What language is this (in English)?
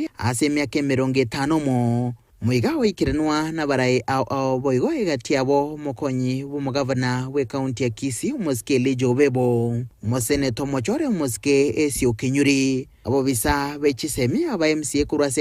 Gusii